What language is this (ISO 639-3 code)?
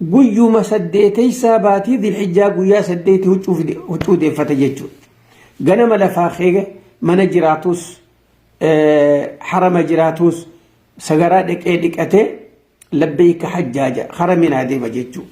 orm